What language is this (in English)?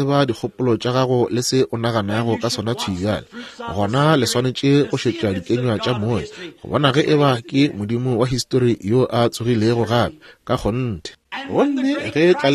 Northern Sotho